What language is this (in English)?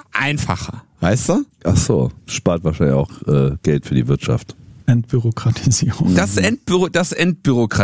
German